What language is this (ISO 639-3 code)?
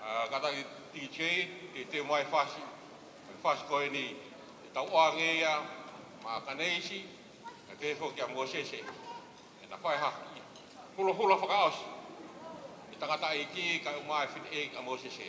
ton